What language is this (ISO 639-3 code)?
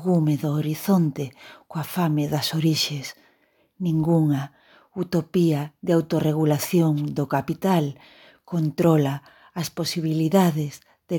glg